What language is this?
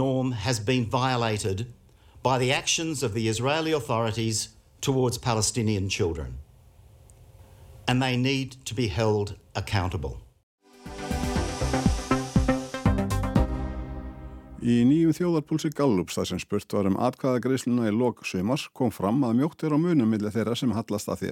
Icelandic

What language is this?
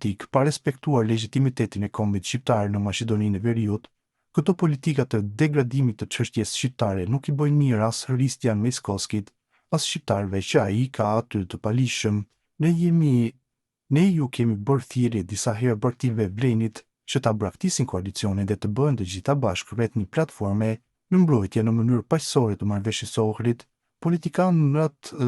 Albanian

